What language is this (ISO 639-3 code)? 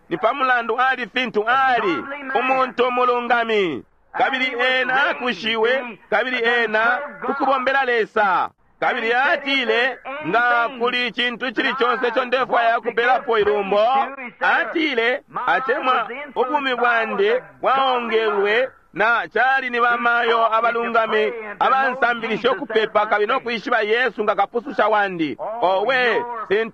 bem